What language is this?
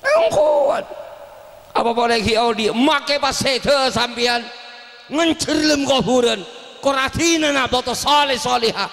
Madurese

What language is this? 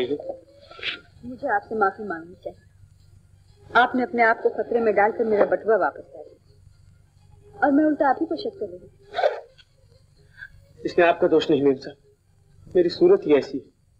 Hindi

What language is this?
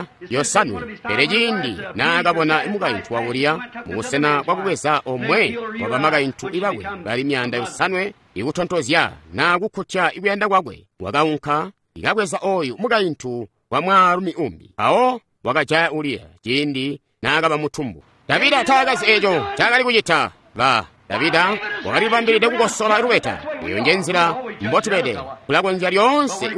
Tonga (Zambia)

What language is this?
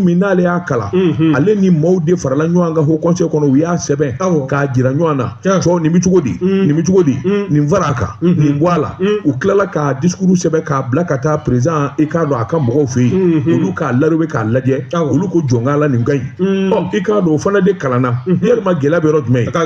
Bambara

